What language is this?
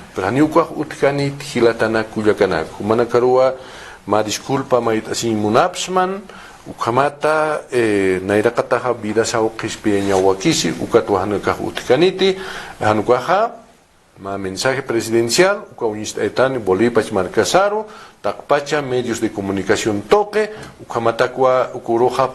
Aymara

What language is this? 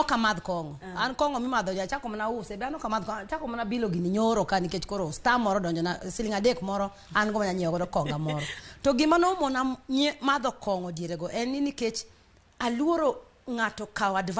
Luo (Kenya and Tanzania)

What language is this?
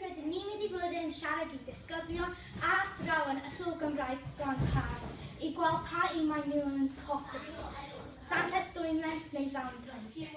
Welsh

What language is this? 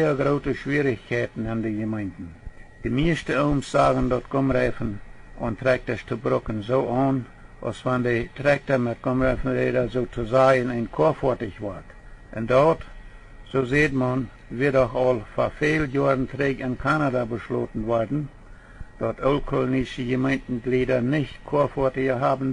Plautdietsch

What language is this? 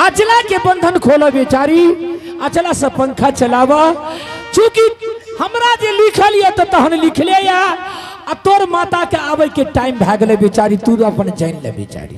Angika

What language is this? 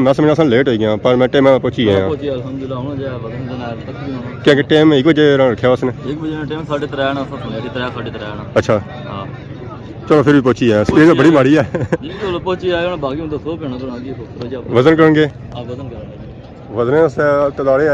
Pahari-Potwari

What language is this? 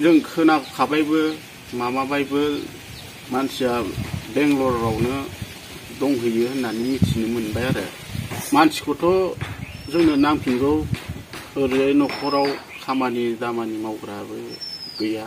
Bodo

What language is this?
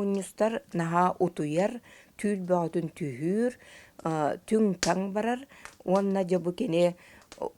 Yakut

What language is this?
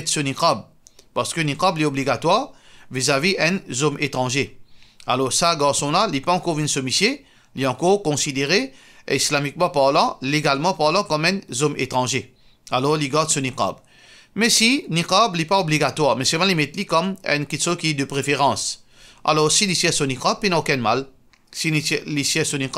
Morisyen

